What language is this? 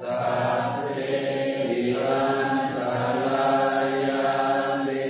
Pali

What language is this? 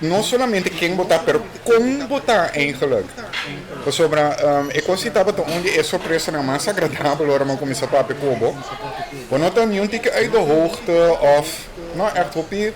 Papiamento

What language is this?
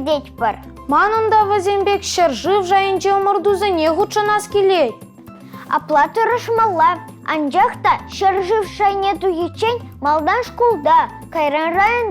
Chuvash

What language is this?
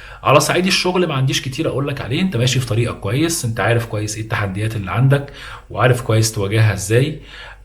Egyptian Arabic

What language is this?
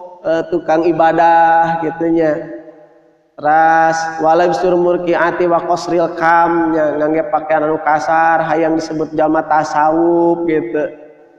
Sundanese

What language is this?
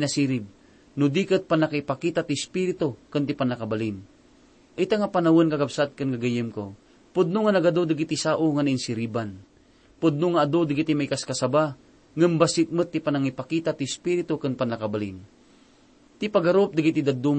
Iloko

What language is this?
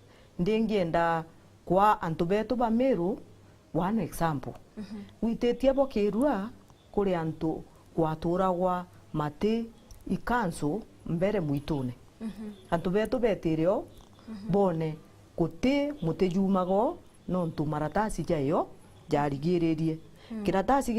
Meru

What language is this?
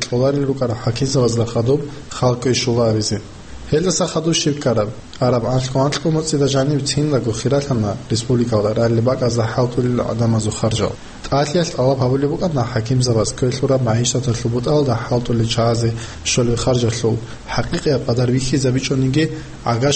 Avaric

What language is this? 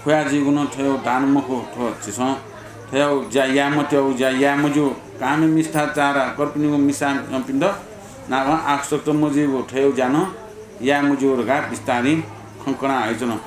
Newari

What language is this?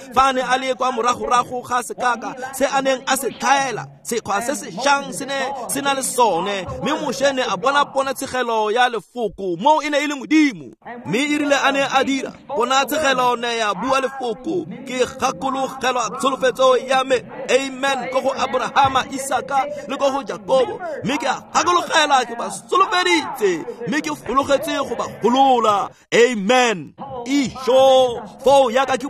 Tswana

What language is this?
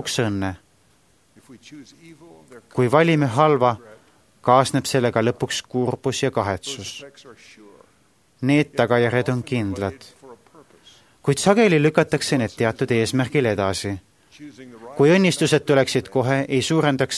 Estonian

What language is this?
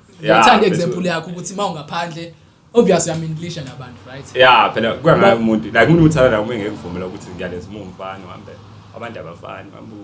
Zulu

